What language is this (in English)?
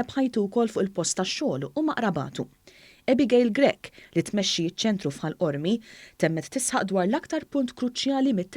Maltese